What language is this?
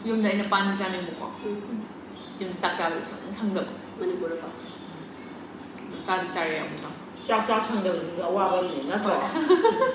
Manipuri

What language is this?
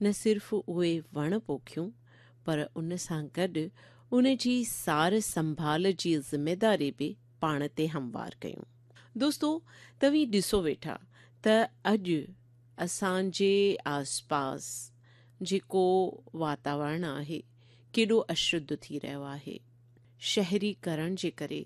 Sindhi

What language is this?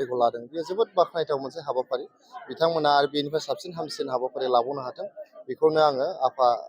Bodo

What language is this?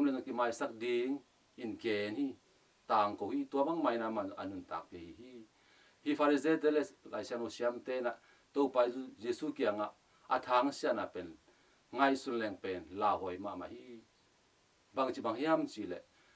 Tedim Chin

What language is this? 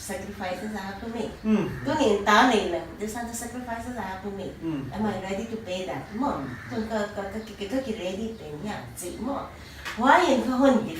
Paite Chin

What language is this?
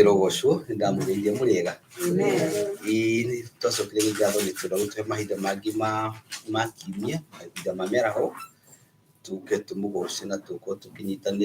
Kikuyu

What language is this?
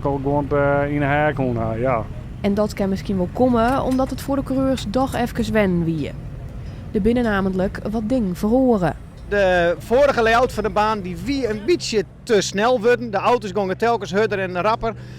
Western Frisian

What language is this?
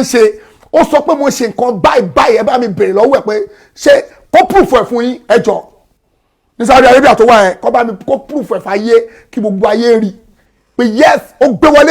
Yoruba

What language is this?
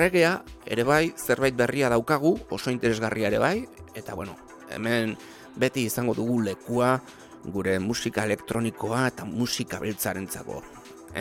Basque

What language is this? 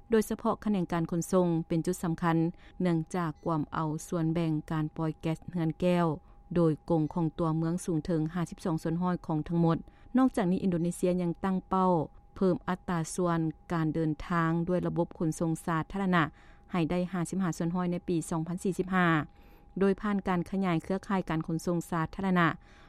Lao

